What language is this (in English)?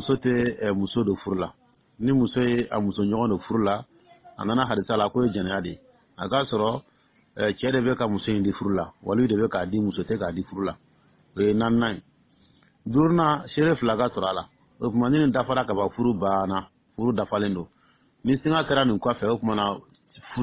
Dyula